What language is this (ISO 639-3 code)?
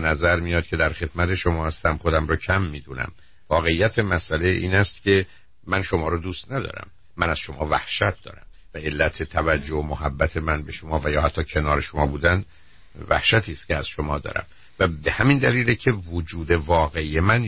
fas